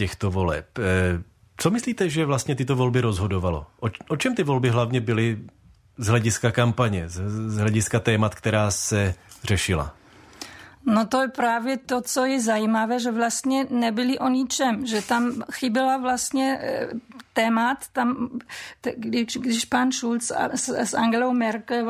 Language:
Czech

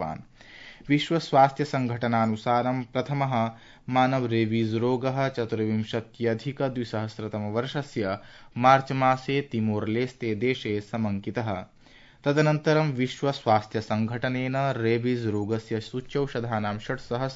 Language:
Sanskrit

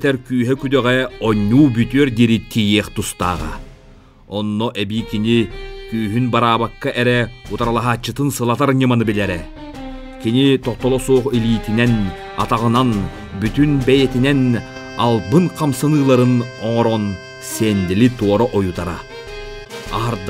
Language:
Yakut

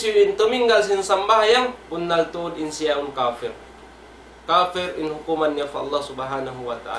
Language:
Tausug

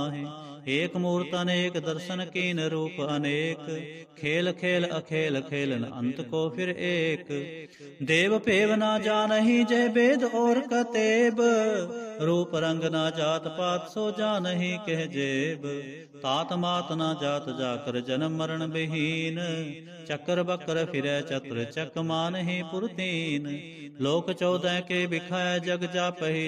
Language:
Punjabi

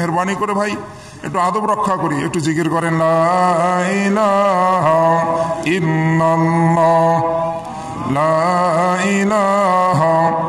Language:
Bangla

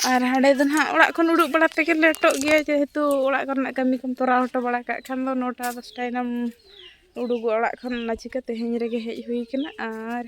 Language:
Santali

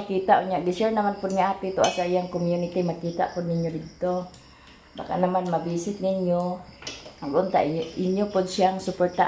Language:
Cebuano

